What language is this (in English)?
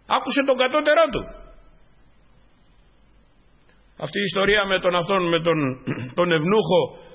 Greek